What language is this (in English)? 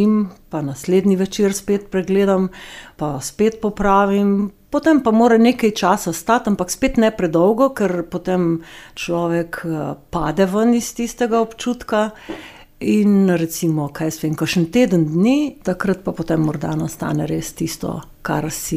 Slovenian